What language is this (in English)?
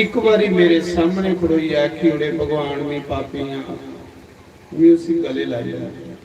Dogri